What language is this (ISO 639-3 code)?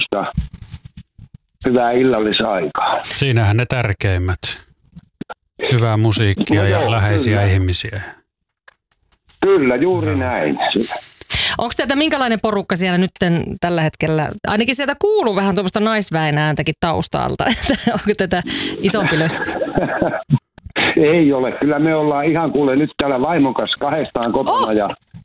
fin